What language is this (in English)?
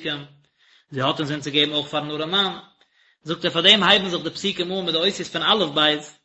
Yiddish